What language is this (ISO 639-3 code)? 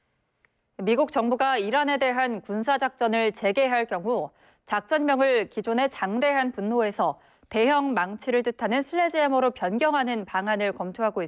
kor